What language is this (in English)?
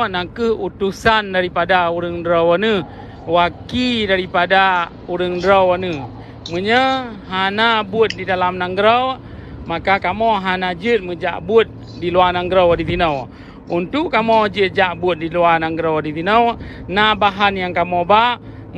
Achinese